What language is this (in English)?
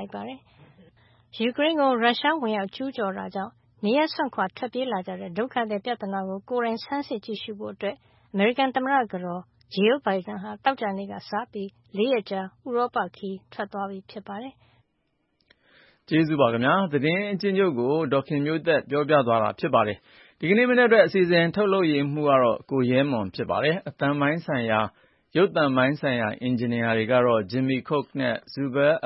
Burmese